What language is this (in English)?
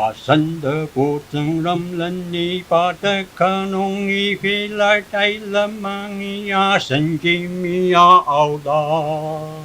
Ao Naga